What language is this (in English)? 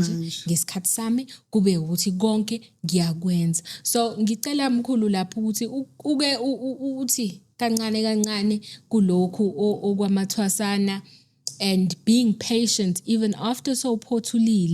Zulu